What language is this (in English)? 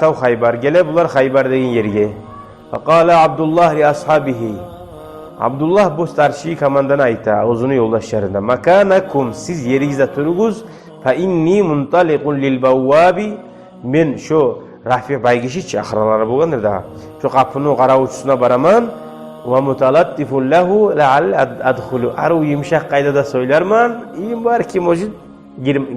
Kumyk